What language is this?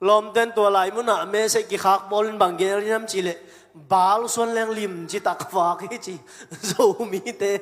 Tedim Chin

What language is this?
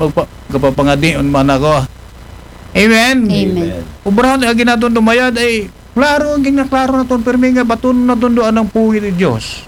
Aklanon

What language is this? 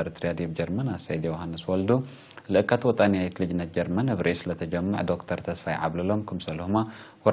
Tigre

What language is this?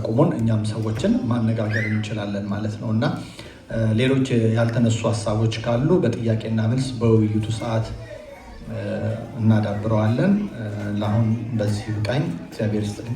Amharic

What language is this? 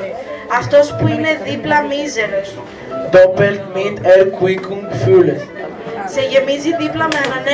Greek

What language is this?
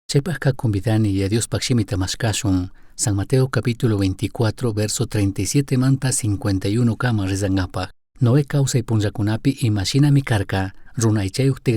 Chimborazo Highland Quichua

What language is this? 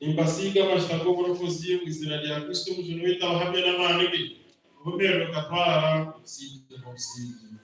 Nyankole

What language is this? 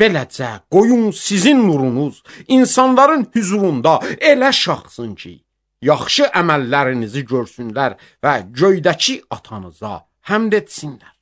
Azerbaijani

